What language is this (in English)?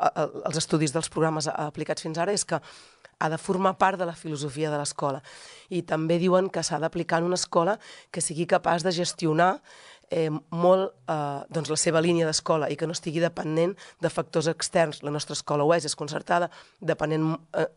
Catalan